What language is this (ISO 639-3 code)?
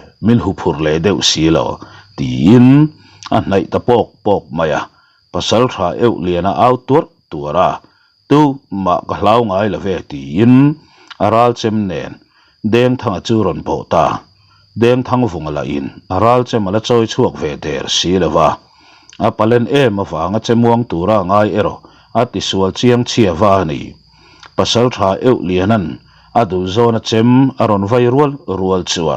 lus